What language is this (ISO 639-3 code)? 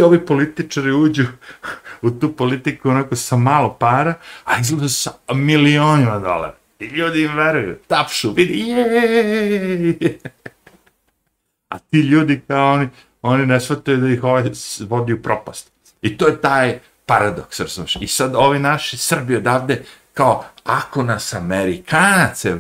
srp